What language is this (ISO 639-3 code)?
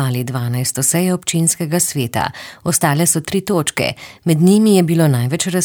slv